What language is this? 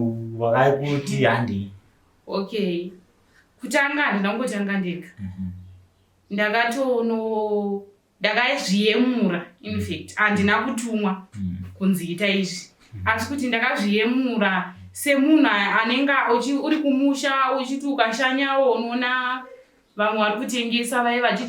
Shona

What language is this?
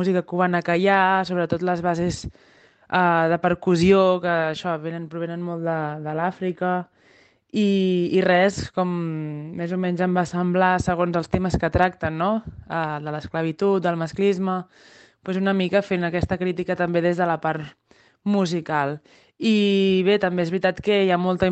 Catalan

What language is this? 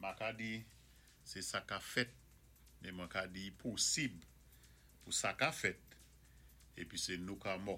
Saint Lucian Creole French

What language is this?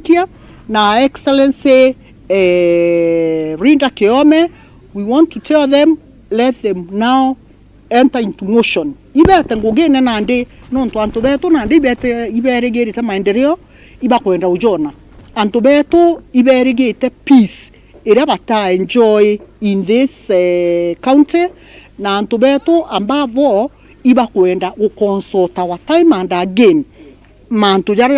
Meru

